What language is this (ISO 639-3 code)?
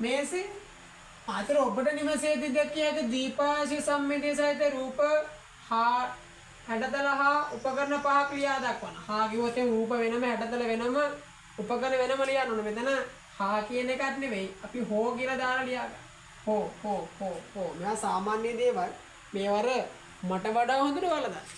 sin